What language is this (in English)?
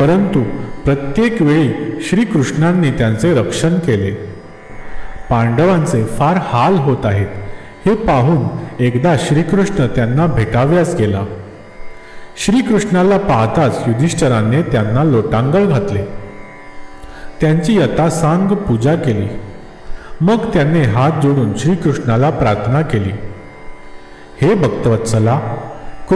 Marathi